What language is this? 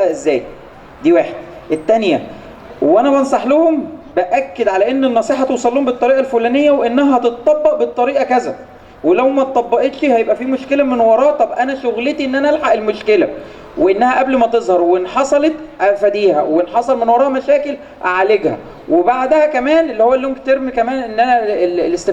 Egyptian Arabic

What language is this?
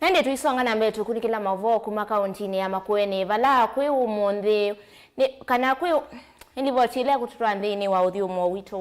Kamba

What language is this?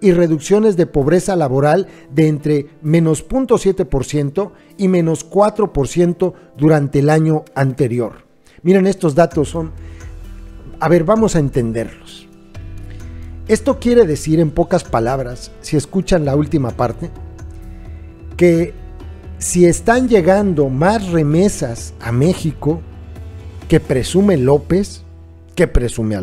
Spanish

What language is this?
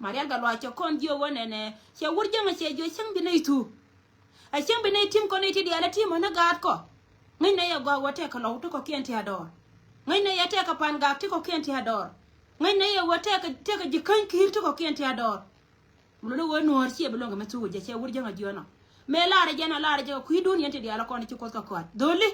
Nuer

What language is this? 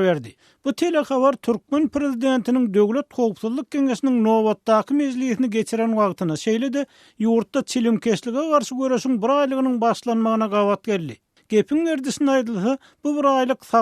Turkmen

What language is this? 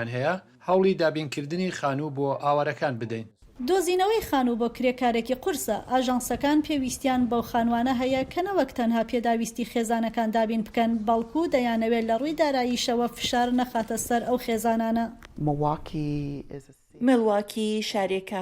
Central Kurdish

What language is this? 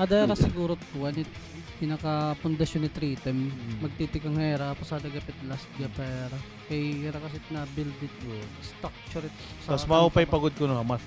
Waray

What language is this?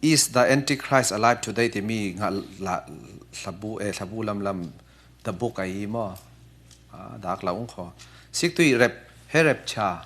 Falam Chin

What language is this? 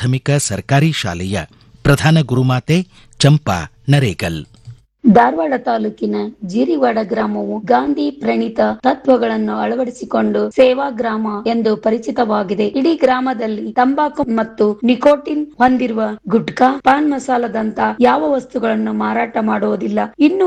Kannada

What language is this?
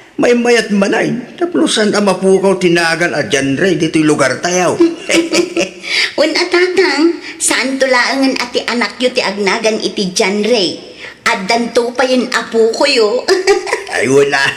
Iloko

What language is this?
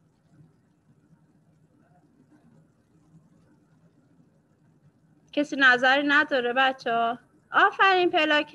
Persian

